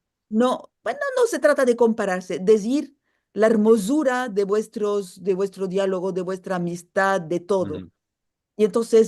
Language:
Ladino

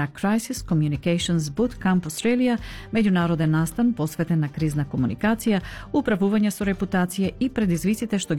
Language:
Macedonian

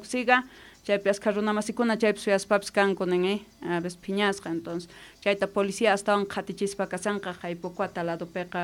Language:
South Bolivian Quechua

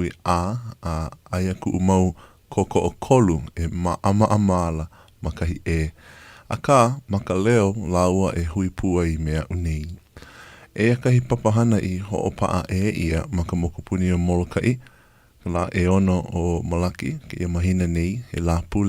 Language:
Hawaiian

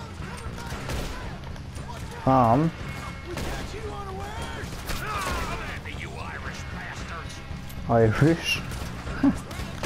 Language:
Norwegian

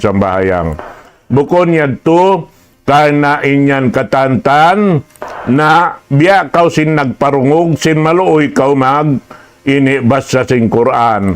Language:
Tausug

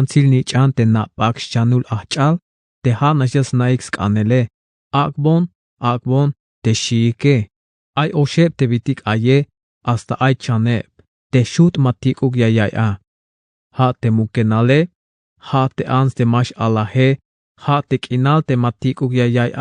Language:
Tzeltal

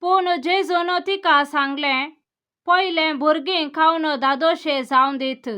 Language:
Konkani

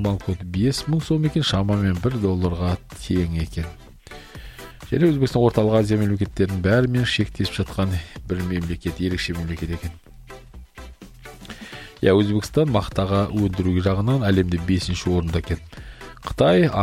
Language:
Kazakh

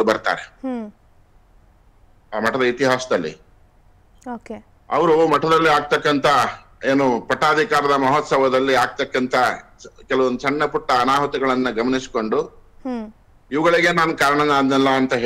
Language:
Kannada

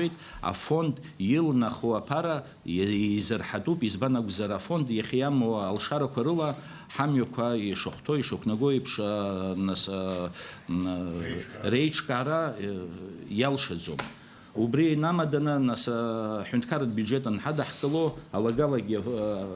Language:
Abkhazian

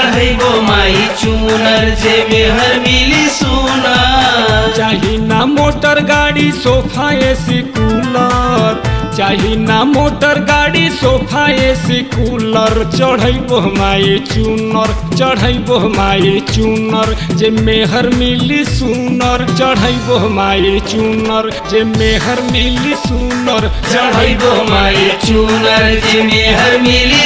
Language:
Bhojpuri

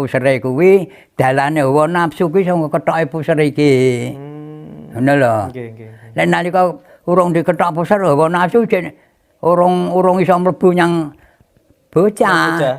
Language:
Javanese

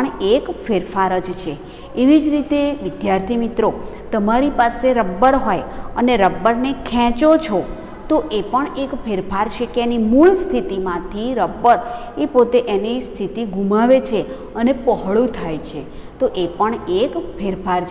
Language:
Gujarati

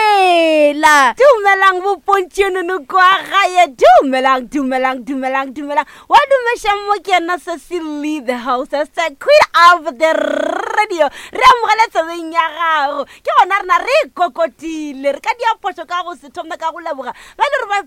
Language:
Northern Sotho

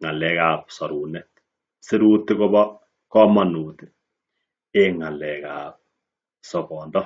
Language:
Kalenjin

